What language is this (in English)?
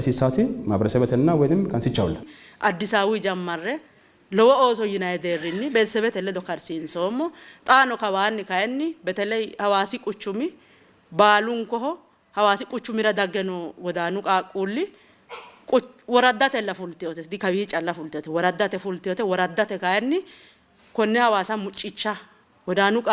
Sidamo